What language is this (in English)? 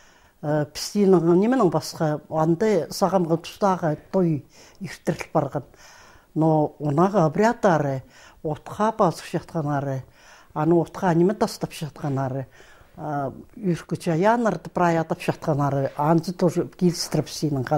Khakas